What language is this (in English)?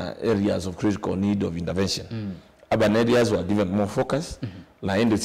Kamba